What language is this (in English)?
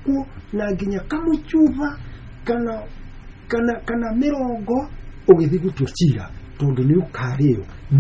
Kikuyu